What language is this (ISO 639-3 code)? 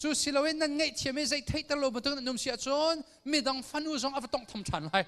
cnh